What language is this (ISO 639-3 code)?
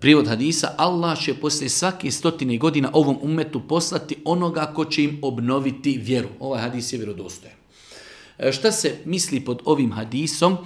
bos